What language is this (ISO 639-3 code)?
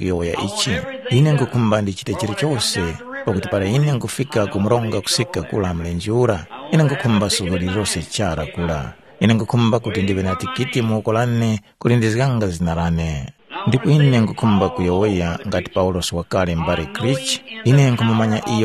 tum